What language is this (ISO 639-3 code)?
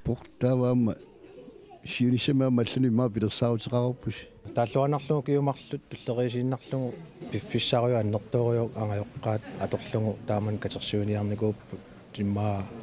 kal